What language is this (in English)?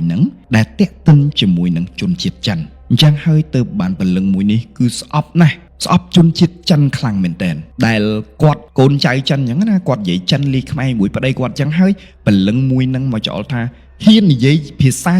Khmer